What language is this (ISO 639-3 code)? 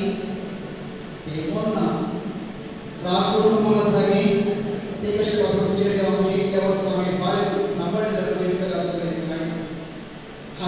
kok